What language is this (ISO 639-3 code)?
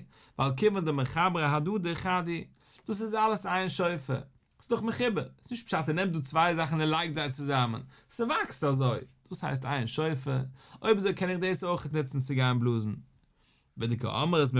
yid